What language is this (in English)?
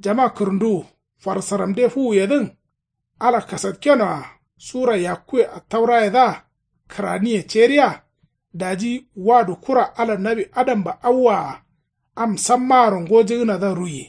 Kanuri